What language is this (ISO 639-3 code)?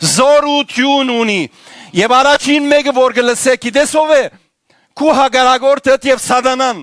hyw